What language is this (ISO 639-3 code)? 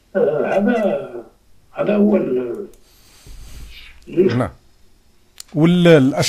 arq